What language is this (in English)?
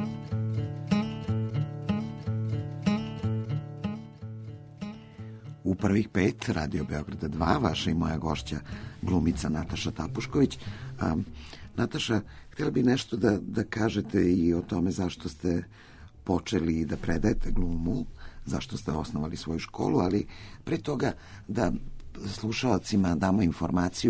Serbian